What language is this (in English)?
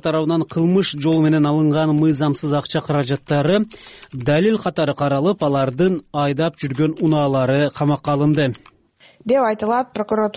Kyrgyz